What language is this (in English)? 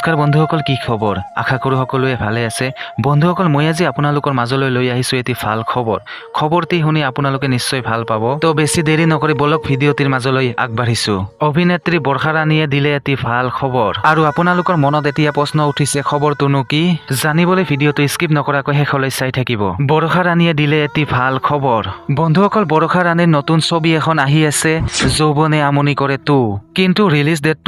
Assamese